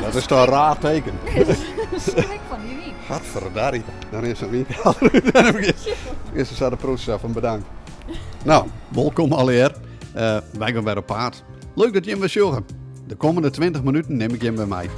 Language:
Western Frisian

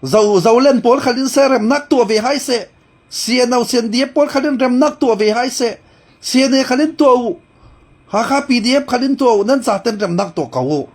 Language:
Falam Chin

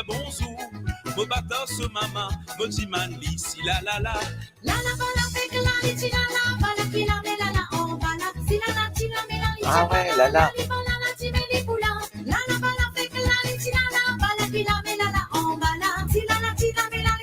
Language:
Morisyen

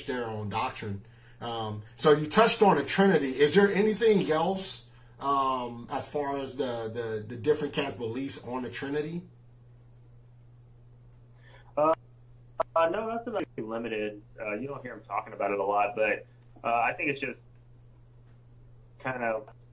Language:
English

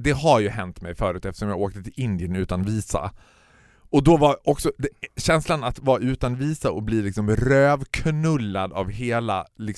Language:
Swedish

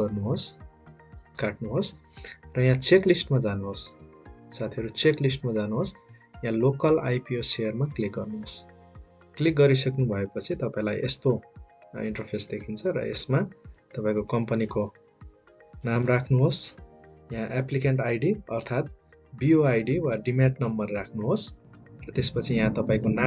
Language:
Nepali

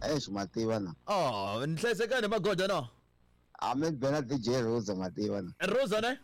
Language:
Tsonga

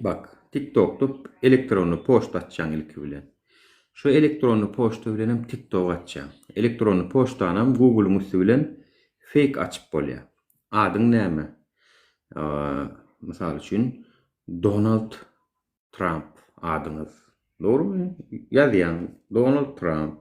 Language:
Turkmen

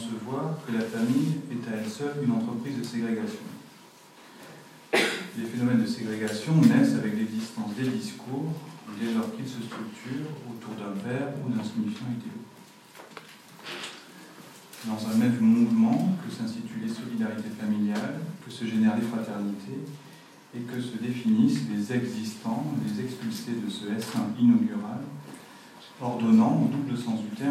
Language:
French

